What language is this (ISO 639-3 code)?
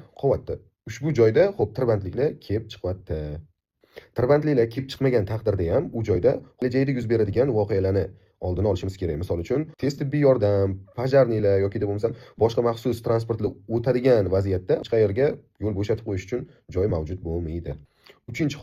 uzb